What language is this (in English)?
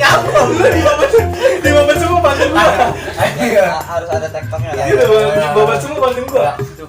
Betawi